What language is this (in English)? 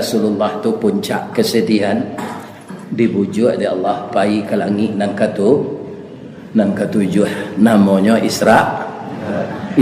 Minangkabau